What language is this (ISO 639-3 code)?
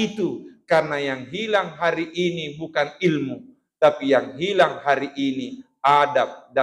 bug